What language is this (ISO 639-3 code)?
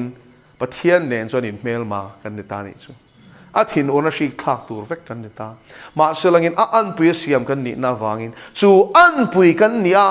lus